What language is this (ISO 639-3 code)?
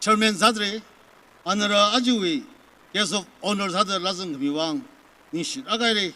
nmf